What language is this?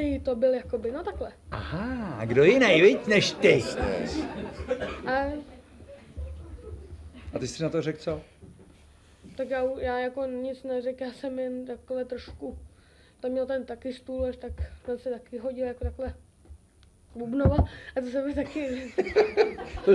Czech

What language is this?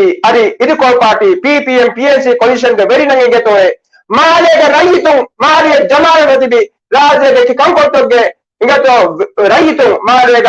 Divehi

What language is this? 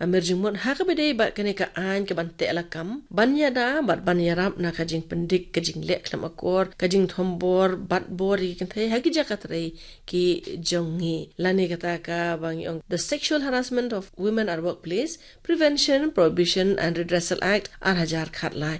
Khasi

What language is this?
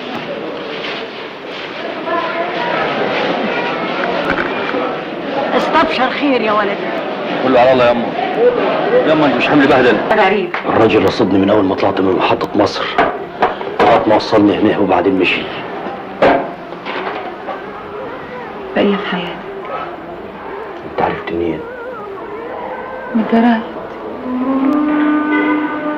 Egyptian Arabic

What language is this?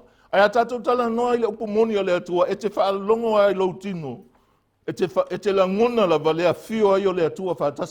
Samoan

